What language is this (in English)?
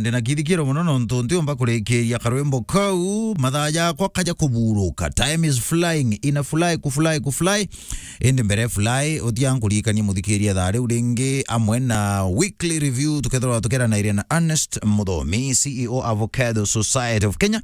Meru